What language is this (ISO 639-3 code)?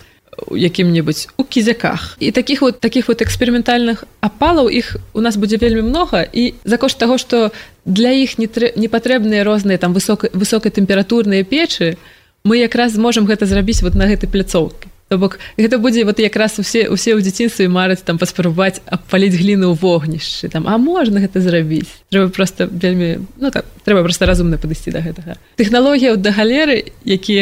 bel